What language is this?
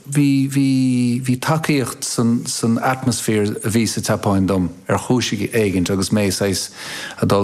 Irish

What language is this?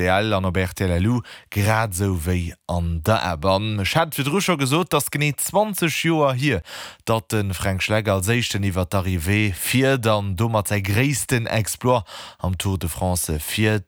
Luxembourgish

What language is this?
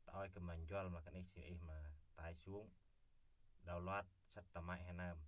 Central Mnong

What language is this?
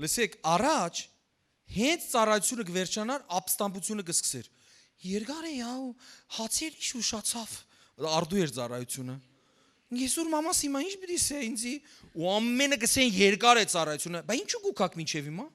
Western Armenian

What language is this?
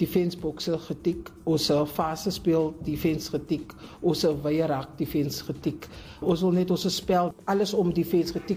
Afrikaans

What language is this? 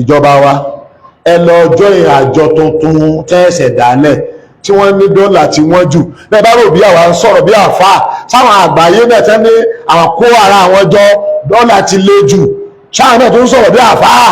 Yoruba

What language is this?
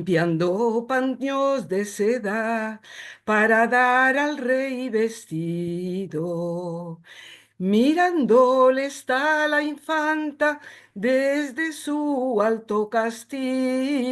Ladino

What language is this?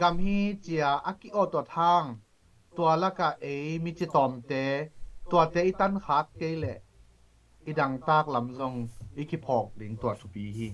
Tedim Chin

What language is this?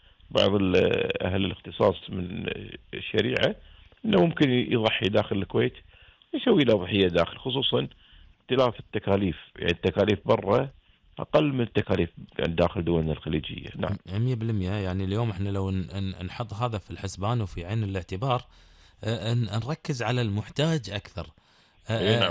Gulf Arabic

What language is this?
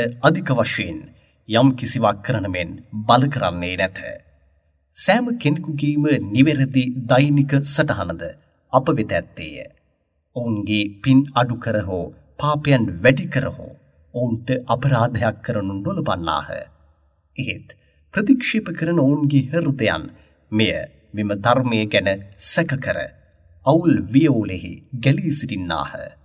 Sinhala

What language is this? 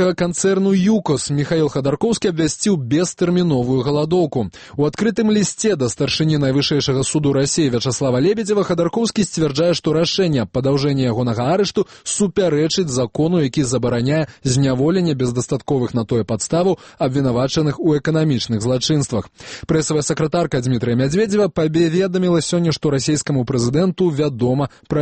Belarusian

